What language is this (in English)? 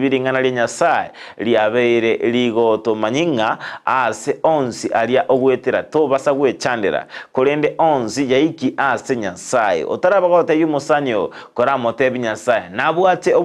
Gusii